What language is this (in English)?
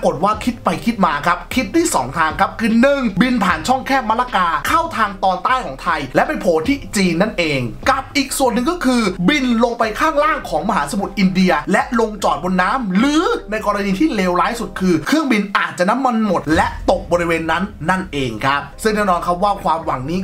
Thai